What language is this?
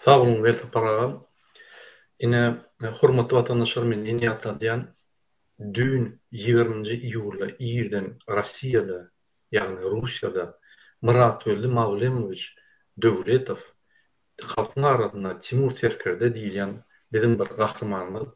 Turkmen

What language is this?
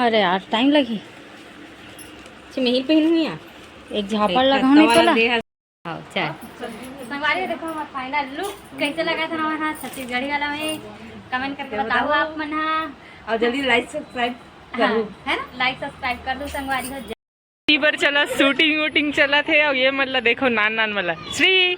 Chhattisgarhi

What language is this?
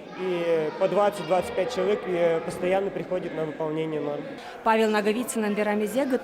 Udmurt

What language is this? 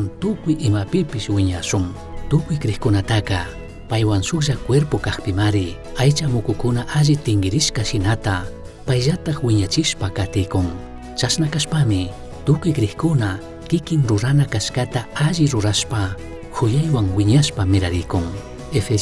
Chimborazo Highland Quichua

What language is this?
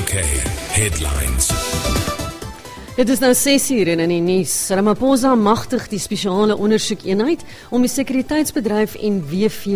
Afrikaans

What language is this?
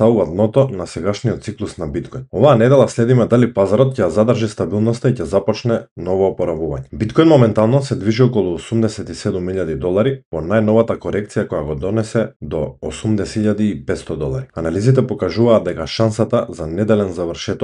Macedonian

